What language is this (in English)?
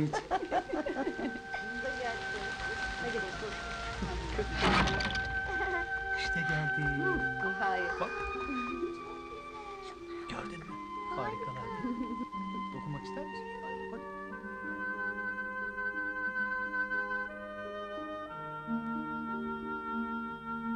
Turkish